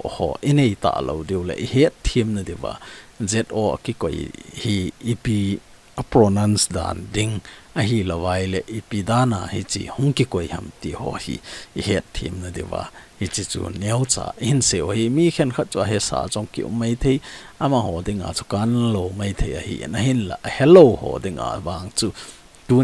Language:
Thado Chin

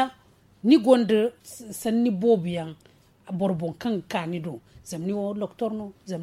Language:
Zarma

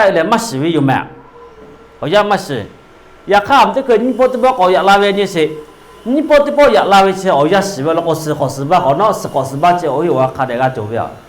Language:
Lahu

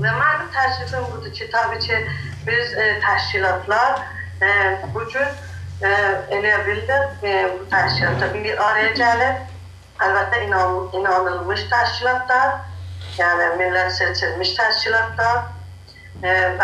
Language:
South Azerbaijani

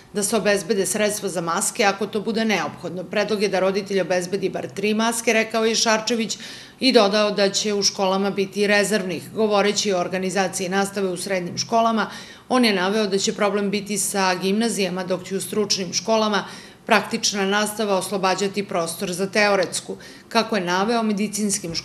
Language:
Serbian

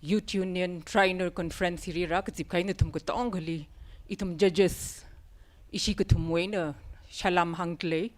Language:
Tangkhul Naga (India)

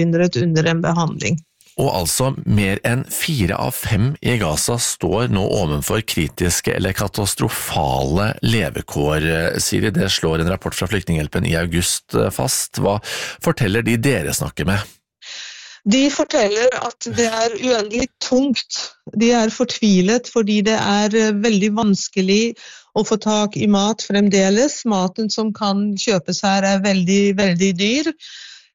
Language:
Norwegian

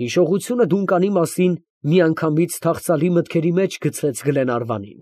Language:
Armenian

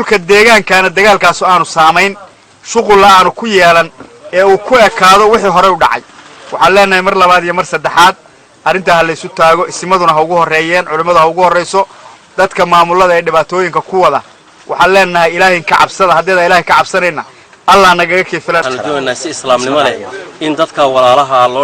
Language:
Somali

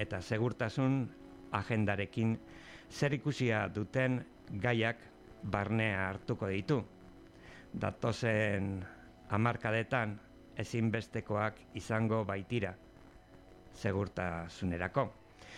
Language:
Basque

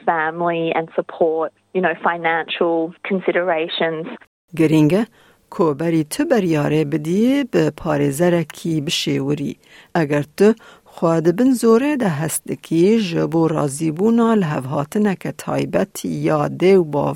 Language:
Kurdish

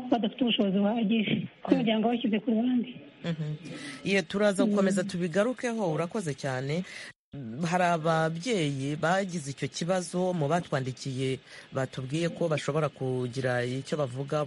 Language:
Kinyarwanda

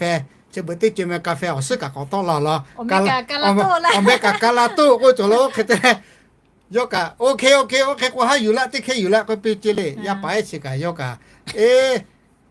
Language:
Lahu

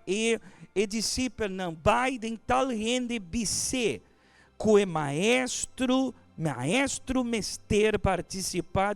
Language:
Papiamento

